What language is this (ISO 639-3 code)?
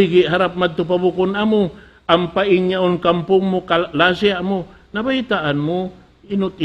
tsg